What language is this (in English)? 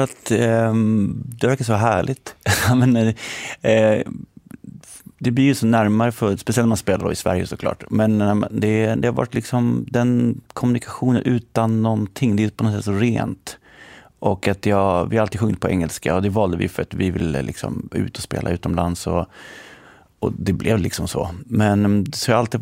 Swedish